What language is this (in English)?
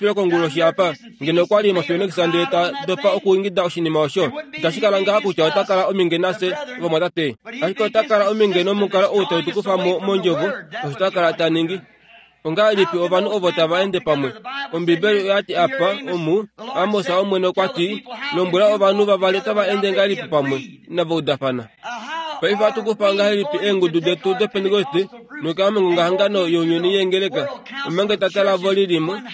Kuanyama